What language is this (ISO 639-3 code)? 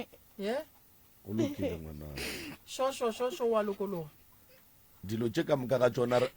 nso